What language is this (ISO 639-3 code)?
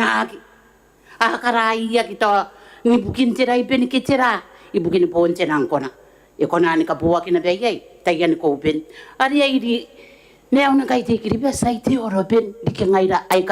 gil